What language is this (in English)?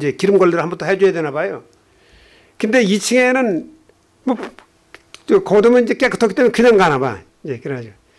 Korean